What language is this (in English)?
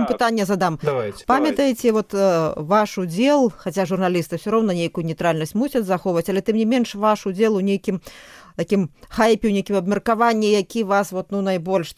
Belarusian